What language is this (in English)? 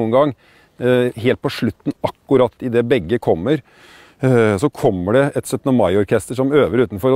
Norwegian